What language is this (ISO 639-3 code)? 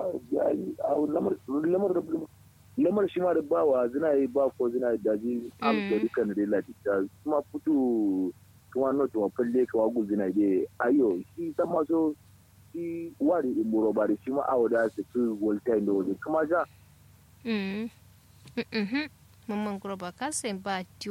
kau